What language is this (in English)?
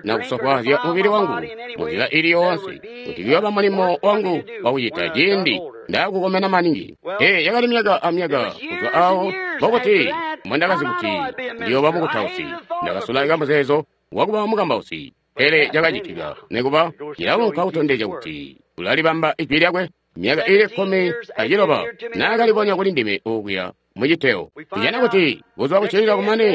Tonga (Zambia)